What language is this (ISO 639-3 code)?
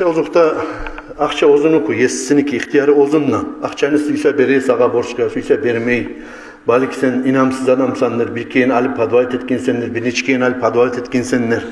kum